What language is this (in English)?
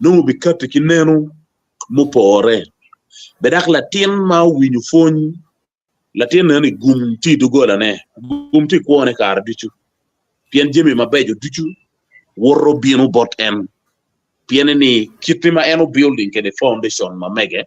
Acoli